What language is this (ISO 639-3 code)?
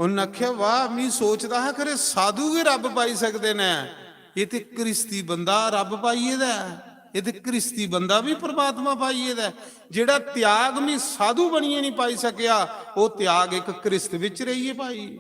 doi